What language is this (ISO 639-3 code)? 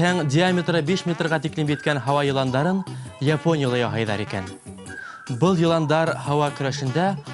bak